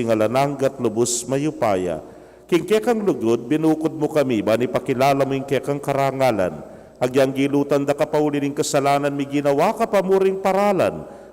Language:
Pampanga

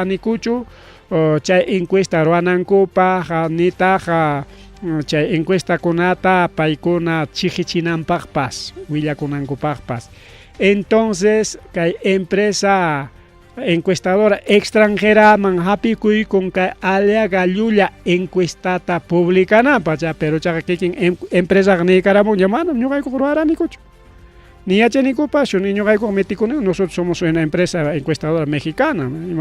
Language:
Ayacucho Quechua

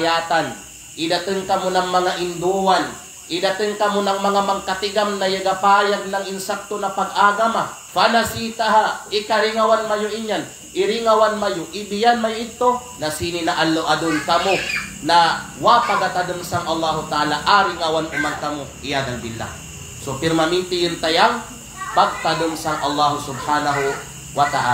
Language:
Kalagan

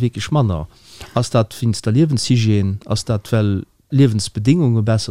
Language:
Luxembourgish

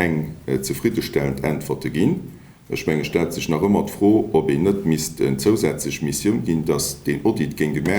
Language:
Luxembourgish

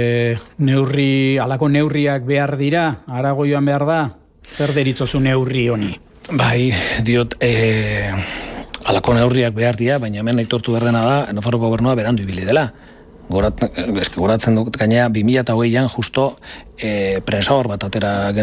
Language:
Basque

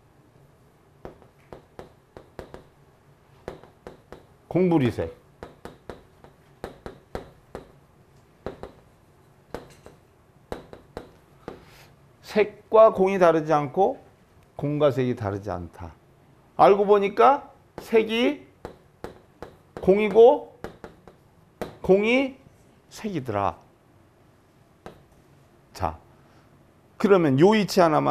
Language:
Korean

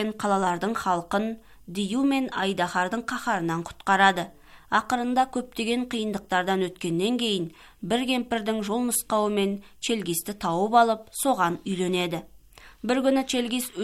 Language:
Kazakh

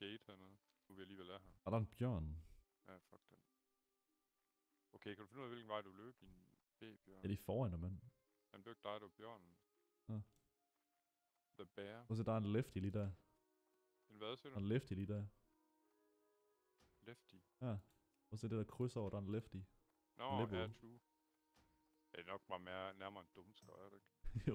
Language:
Danish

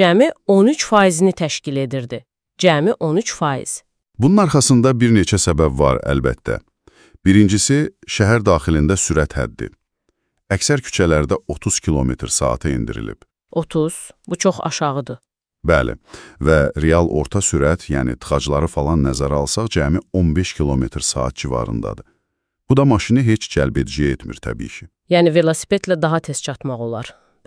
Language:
Azerbaijani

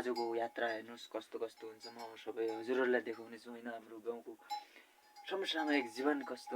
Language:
Nepali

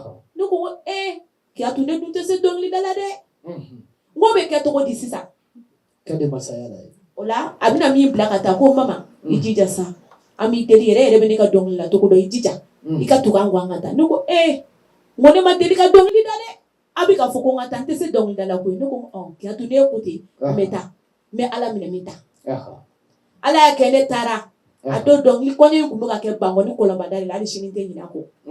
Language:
Bambara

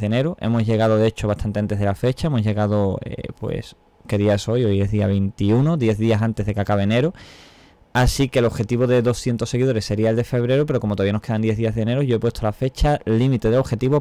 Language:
Spanish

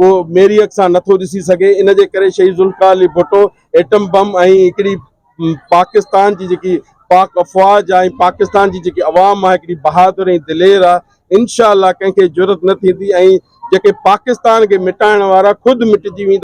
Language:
Sindhi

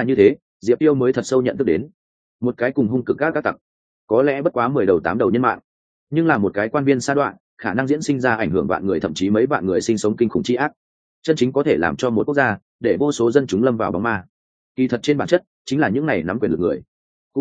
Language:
Vietnamese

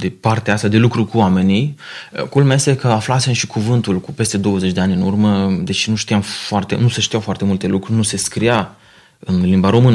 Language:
Romanian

